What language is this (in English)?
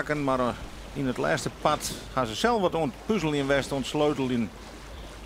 Western Frisian